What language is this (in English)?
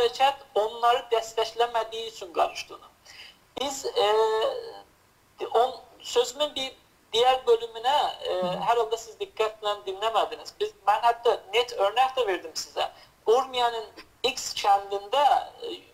South Azerbaijani